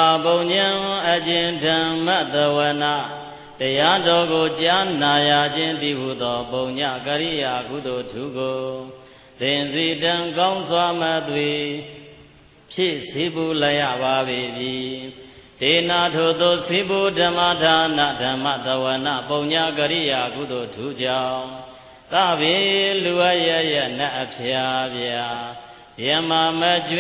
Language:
Burmese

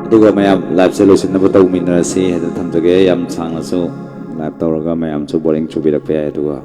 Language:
Manipuri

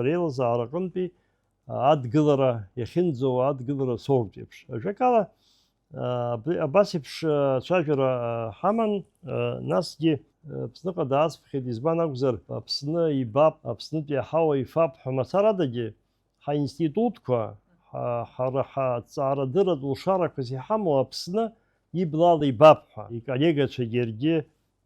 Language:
Abkhazian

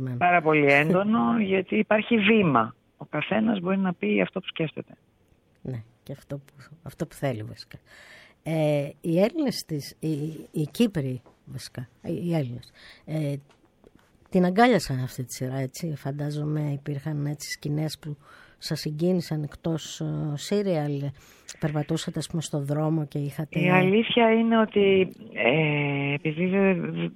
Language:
Greek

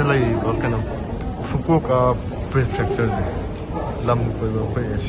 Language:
Manipuri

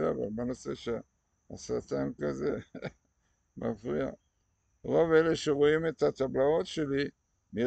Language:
Hebrew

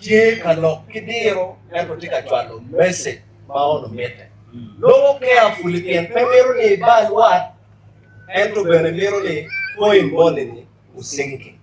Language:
Acoli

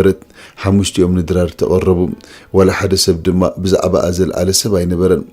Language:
Tigrinya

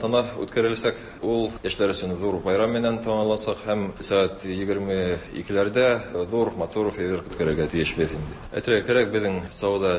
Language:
Tatar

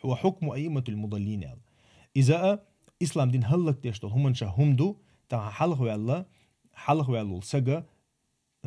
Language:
Chechen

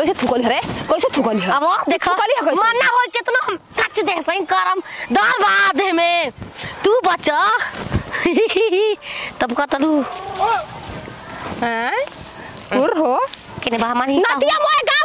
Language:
Bhojpuri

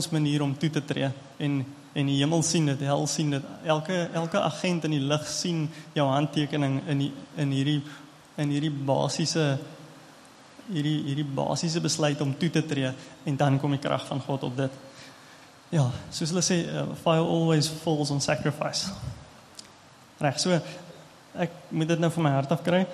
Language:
Afrikaans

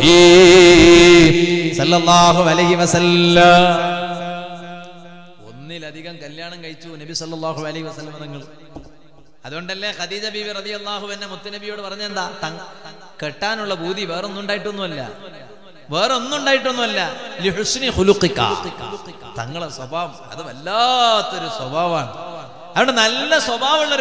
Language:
Malayalam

